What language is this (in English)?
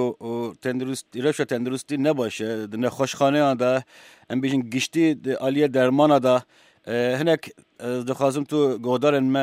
Kurdish